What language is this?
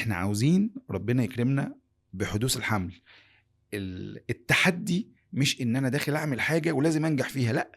Egyptian Arabic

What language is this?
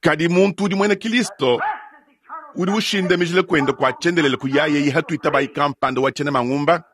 Luba-Lulua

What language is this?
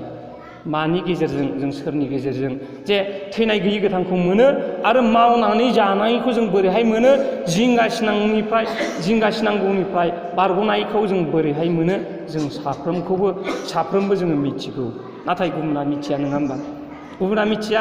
Bodo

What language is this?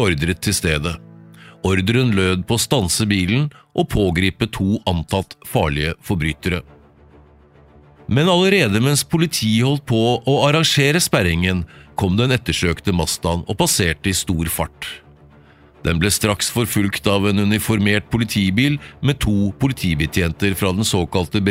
Norwegian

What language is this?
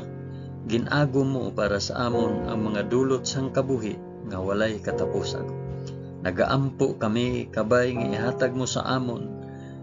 Hiligaynon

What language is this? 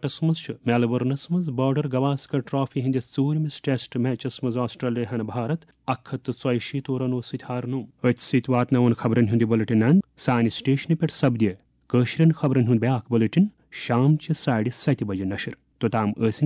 Kashmiri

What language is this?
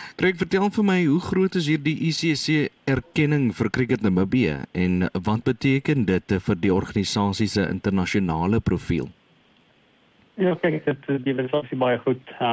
Afrikaans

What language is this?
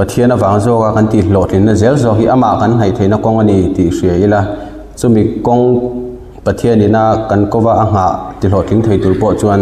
Mizo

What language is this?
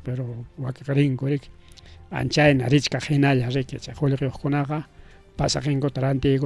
Ayacucho Quechua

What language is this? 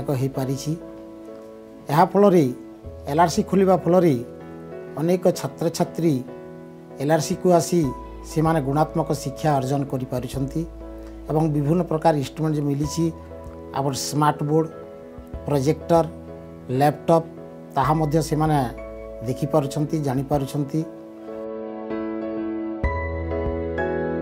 Odia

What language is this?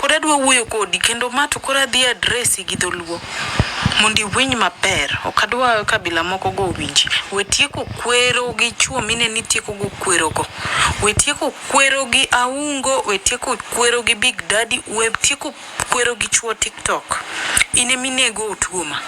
Luo (Kenya and Tanzania)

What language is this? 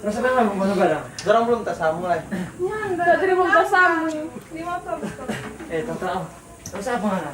Manado Malay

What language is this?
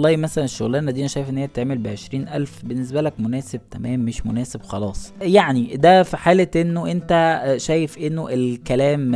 Egyptian Arabic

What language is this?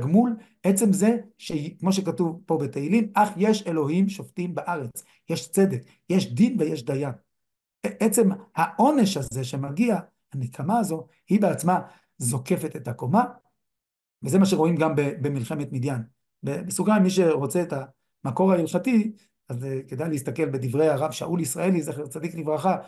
Hebrew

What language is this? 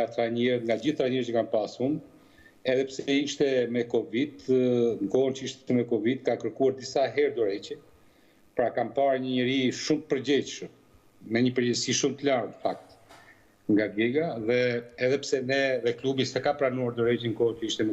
Albanian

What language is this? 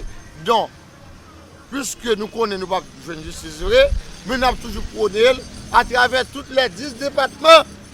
Haitian Creole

